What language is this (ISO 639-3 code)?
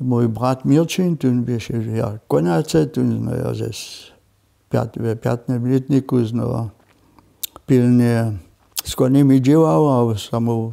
hsb